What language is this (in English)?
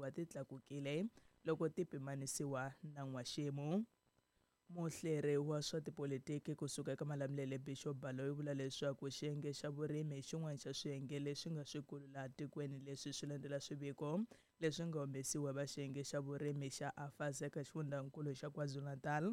Tsonga